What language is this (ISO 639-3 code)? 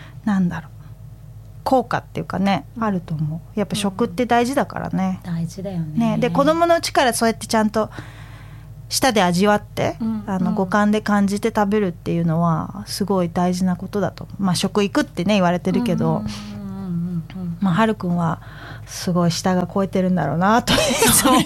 jpn